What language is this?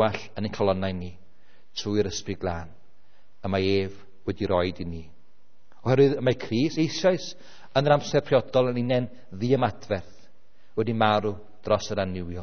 Welsh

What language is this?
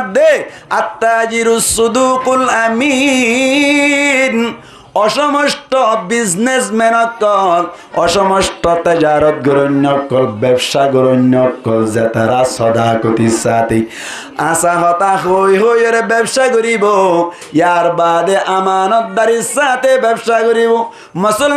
Rohingya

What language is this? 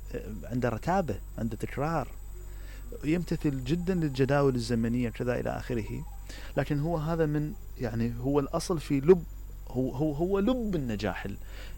Mesopotamian Arabic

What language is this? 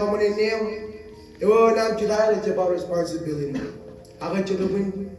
Marshallese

